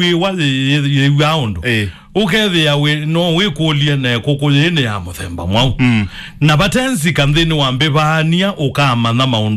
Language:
Kamba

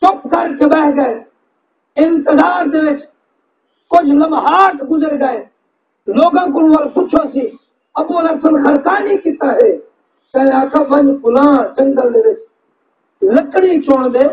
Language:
Saraiki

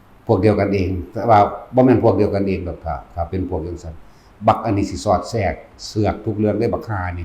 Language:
Northeastern Thai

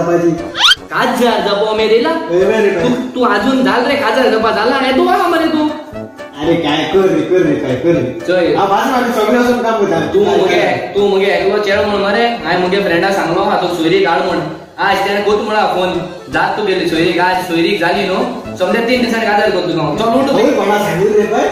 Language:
Konkani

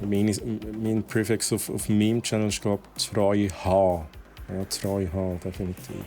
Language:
Swiss German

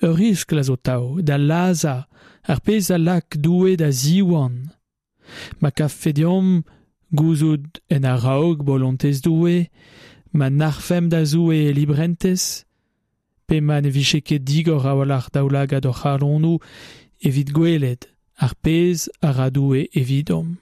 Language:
Breton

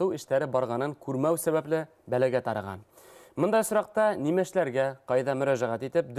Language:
Bashkir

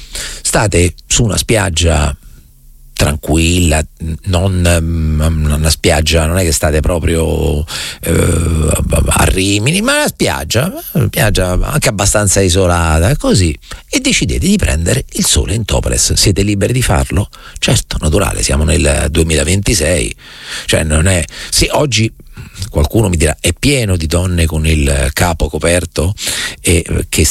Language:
Italian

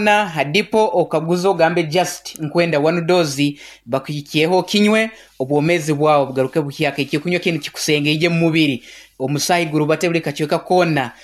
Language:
Nyankole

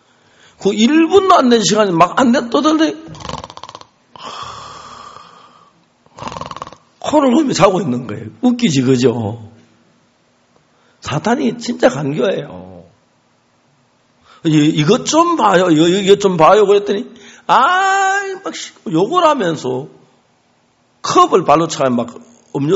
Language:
Korean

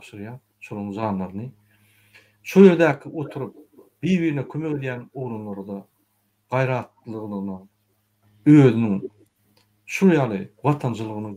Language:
Turkmen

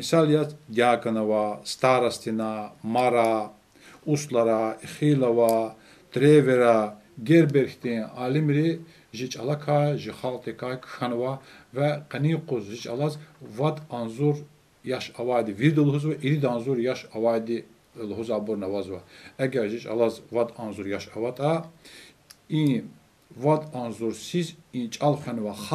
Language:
Lezghian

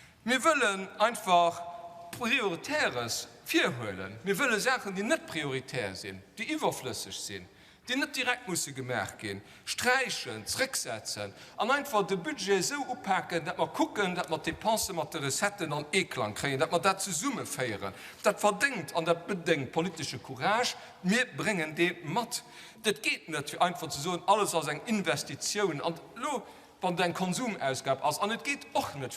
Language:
Luxembourgish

